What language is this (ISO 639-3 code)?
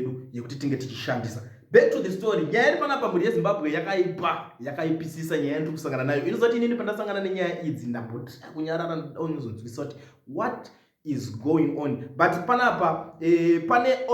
sna